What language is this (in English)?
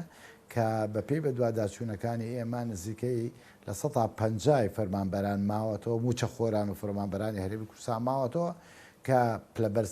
Central Kurdish